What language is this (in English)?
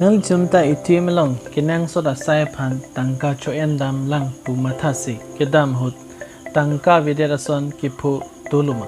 Karbi